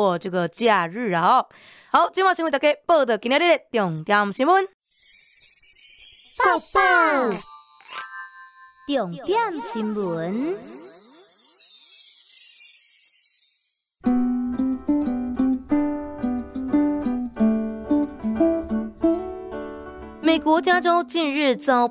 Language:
Chinese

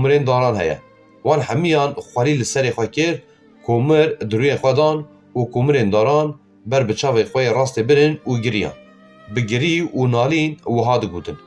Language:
Kurdish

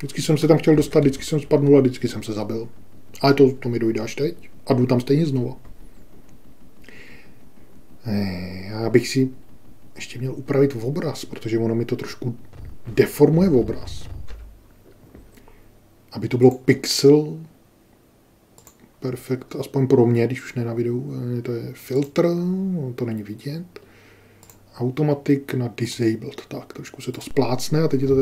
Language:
Czech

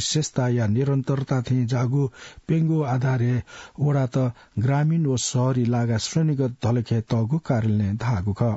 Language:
Newari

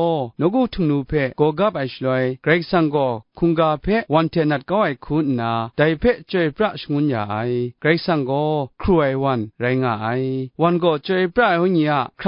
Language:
Kachin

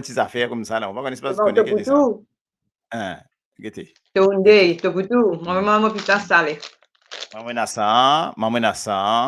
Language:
Morisyen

